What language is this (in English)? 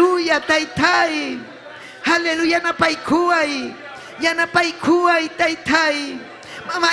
Ayacucho Quechua